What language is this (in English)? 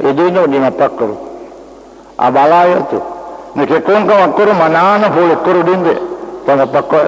Buginese